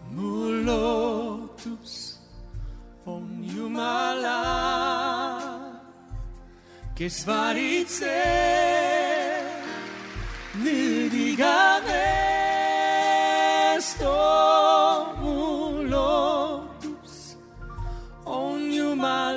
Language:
Estonian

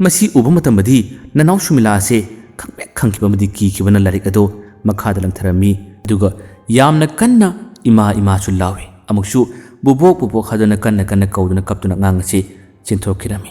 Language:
Manipuri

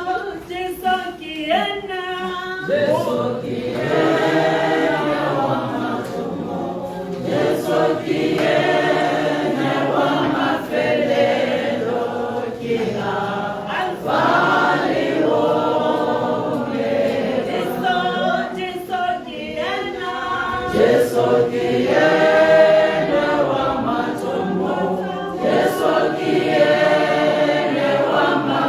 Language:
Tswana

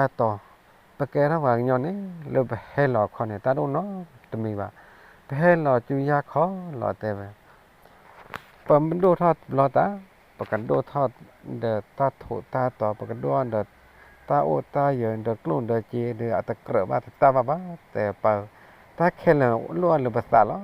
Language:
S'gaw Karen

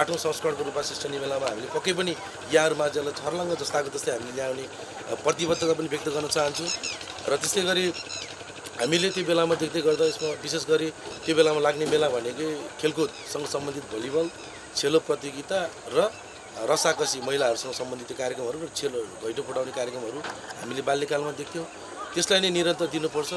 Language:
Nepali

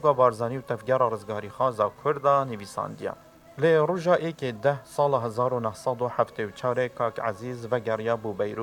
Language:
Kurdish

